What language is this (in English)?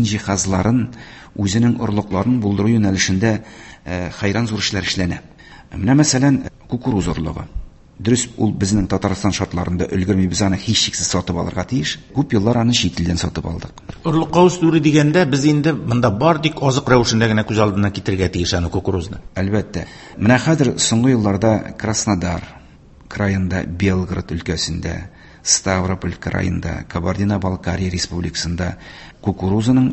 Tatar